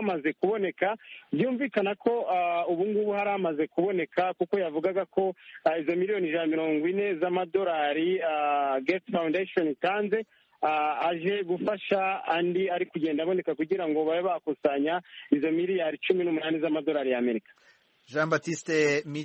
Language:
Kinyarwanda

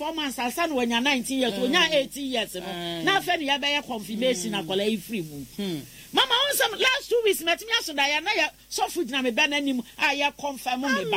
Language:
Akan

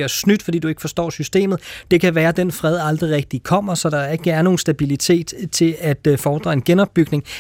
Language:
Danish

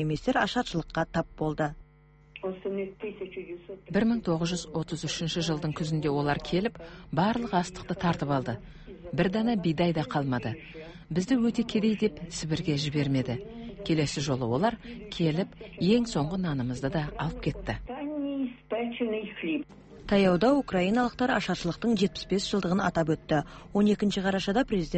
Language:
Kazakh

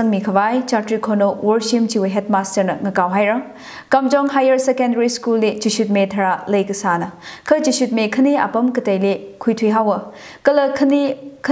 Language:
Tangkhul Naga (India)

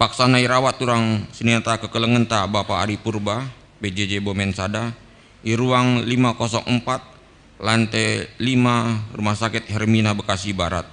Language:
Batak Karo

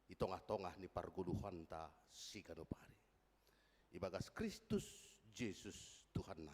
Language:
Batak Simalungun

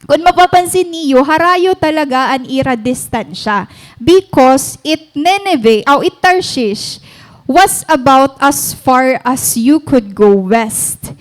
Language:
Waray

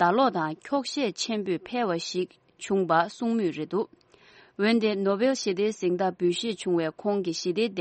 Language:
Tibetan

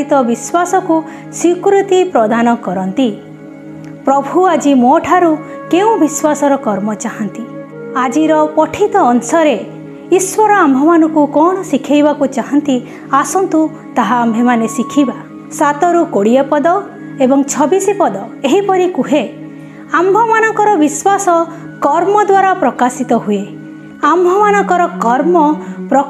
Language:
Odia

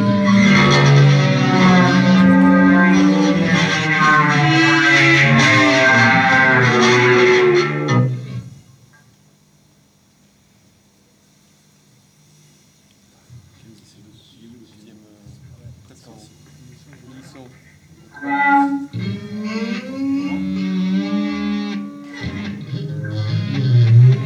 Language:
French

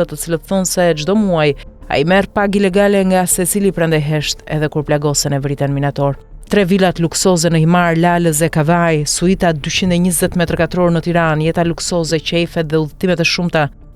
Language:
Albanian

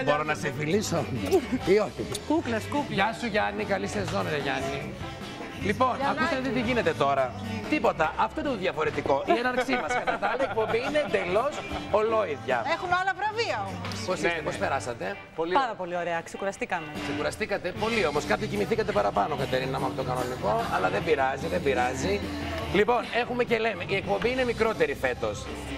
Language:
Greek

